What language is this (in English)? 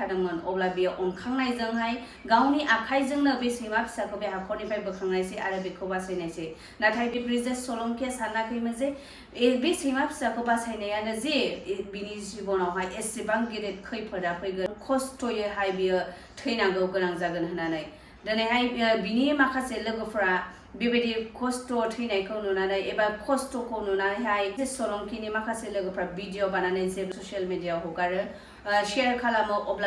Bodo